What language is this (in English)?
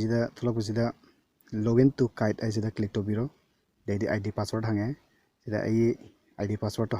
Manipuri